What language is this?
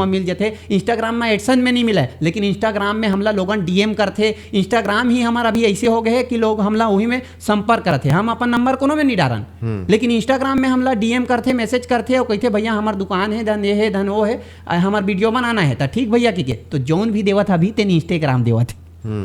Chhattisgarhi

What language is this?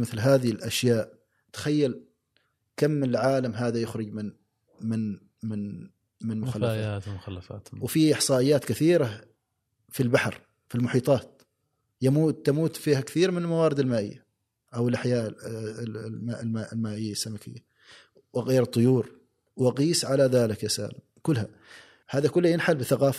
Gulf Arabic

